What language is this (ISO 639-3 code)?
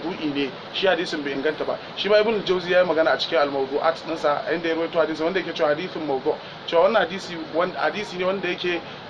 hau